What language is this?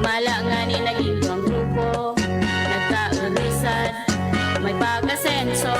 Bikol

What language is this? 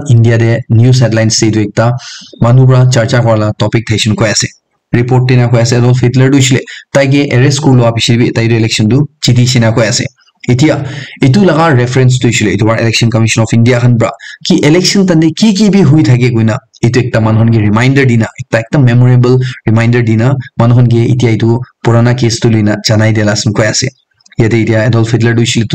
Naga Pidgin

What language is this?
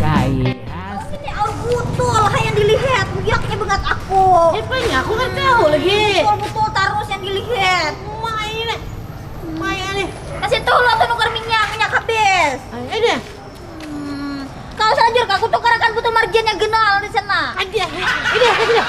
Banjar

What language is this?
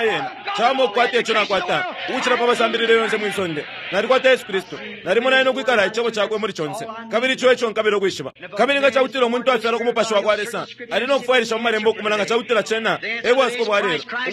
Bemba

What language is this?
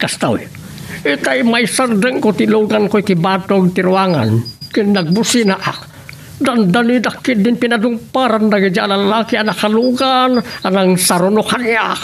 Iloko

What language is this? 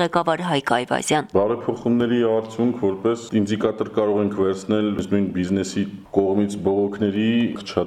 Armenian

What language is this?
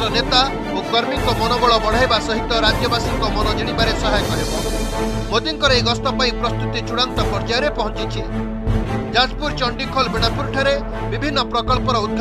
Odia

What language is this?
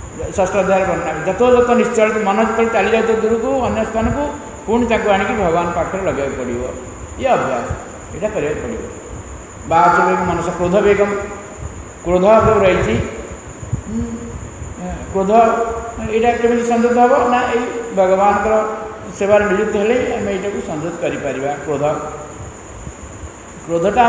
Odia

